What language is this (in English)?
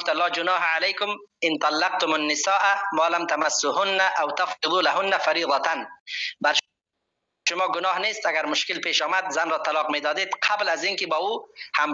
Persian